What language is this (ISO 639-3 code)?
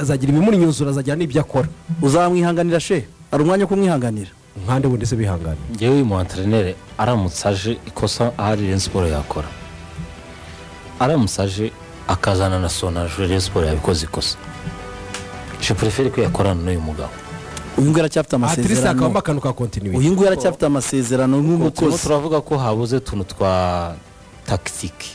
kin